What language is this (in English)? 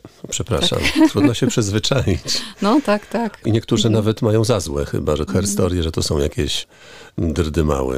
Polish